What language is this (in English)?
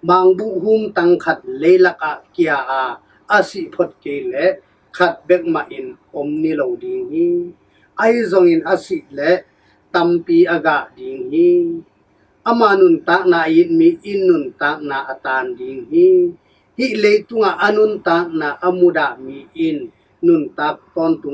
Tedim Chin